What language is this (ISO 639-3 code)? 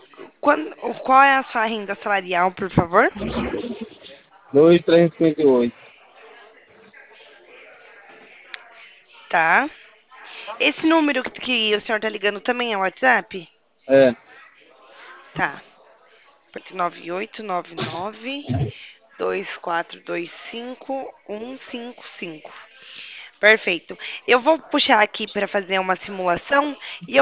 por